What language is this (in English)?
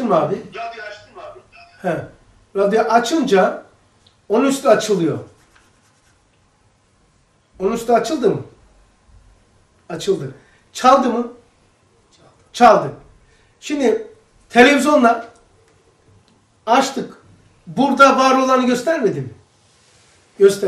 Turkish